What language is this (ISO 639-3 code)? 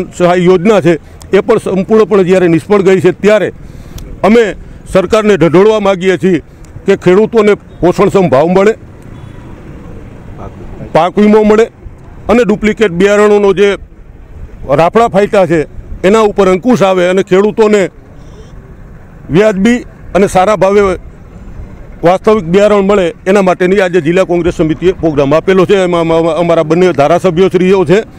guj